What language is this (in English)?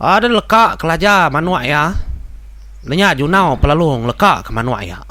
Iban